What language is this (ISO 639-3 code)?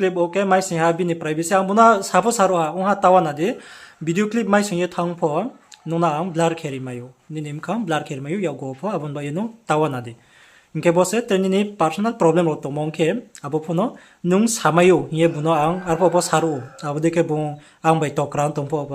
ria